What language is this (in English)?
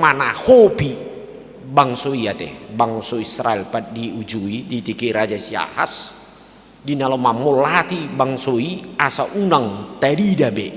Batak Toba